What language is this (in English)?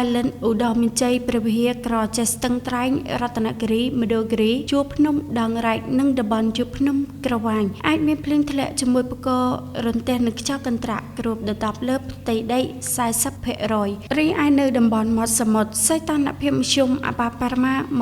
Khmer